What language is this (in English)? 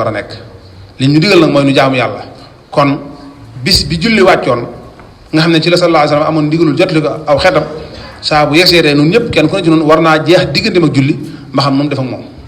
Wolof